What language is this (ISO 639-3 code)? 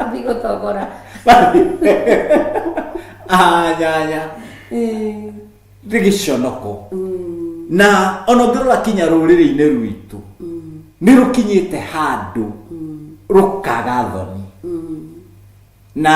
kik